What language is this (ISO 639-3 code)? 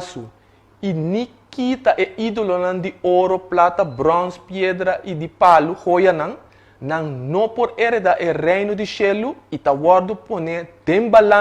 pap